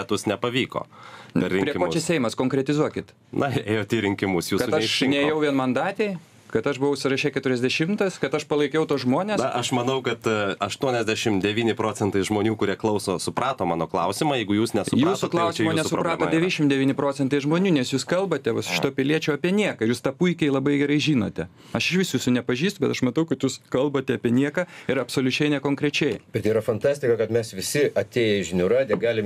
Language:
Lithuanian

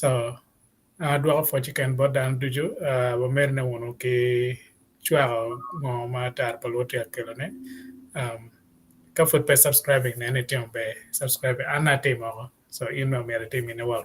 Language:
Acoli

